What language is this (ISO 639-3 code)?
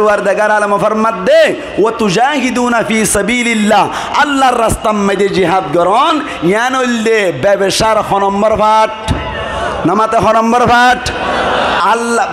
rhg